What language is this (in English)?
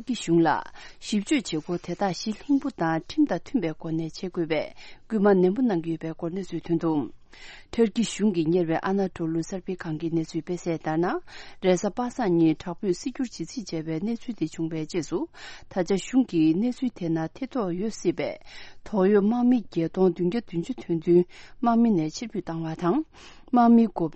Tibetan